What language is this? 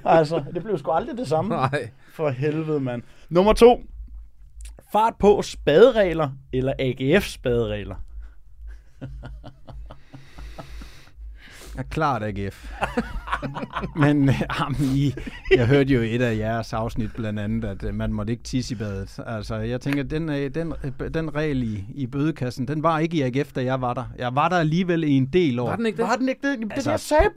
Danish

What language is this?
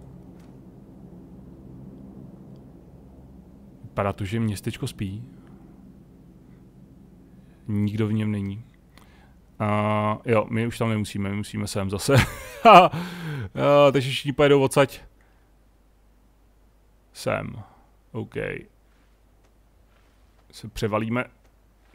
Czech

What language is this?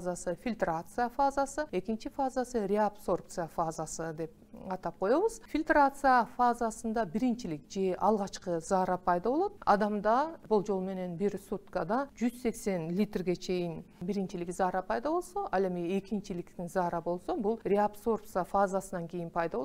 Kyrgyz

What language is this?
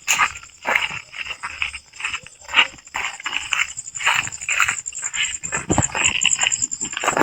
Northeastern Thai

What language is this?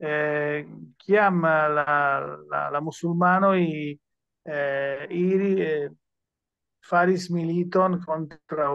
Esperanto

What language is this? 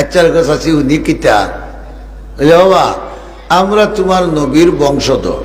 Sylheti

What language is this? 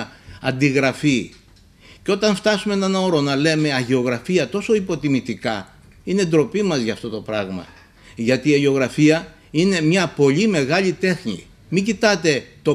Greek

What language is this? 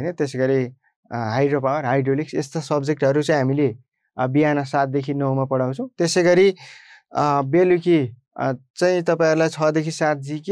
Nepali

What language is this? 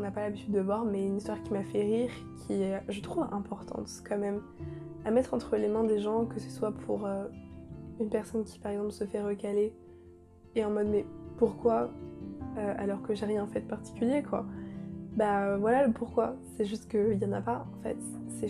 French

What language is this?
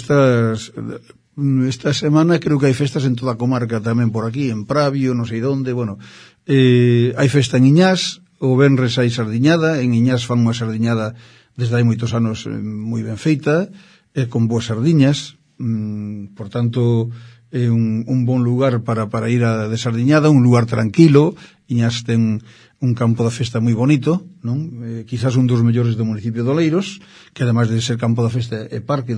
Galician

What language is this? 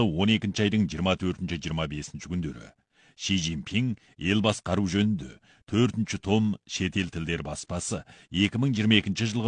Kazakh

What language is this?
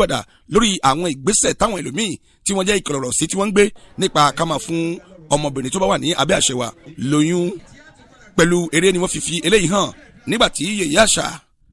Yoruba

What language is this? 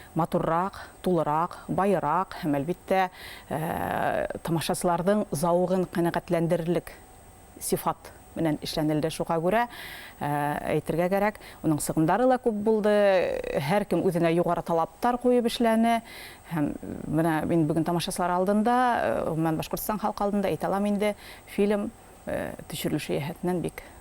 Bashkir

